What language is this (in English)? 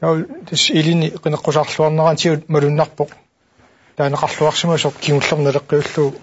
Kalaallisut